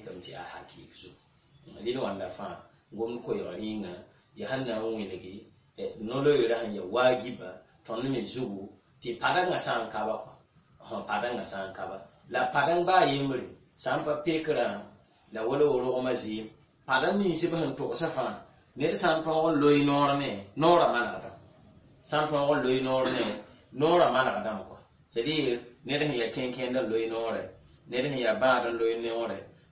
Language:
Mossi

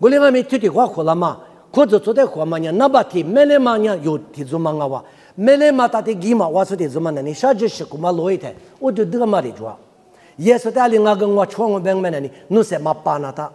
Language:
Lisu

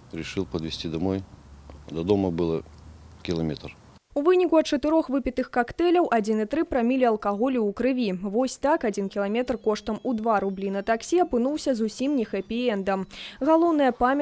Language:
Belarusian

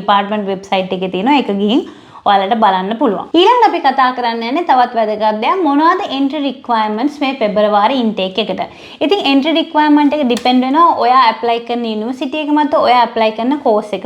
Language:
Sinhala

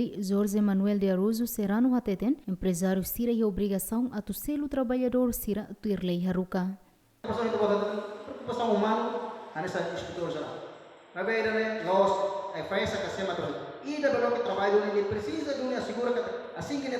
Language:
Tetum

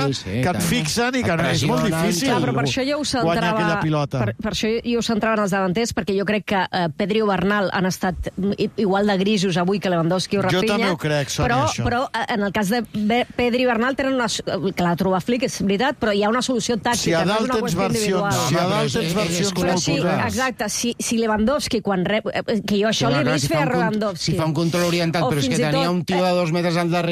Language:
Catalan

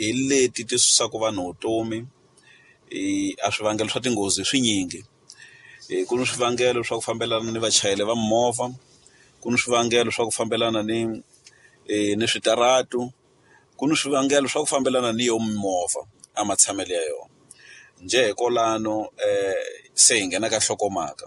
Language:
Tsonga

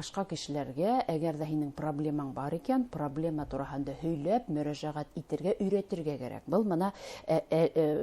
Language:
Bashkir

